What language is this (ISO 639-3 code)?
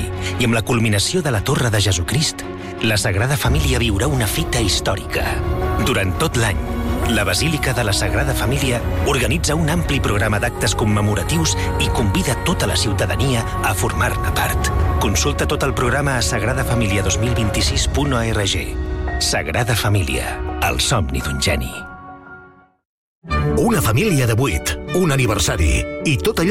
cat